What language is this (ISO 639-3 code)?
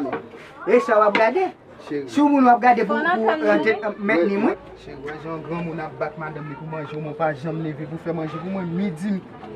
hat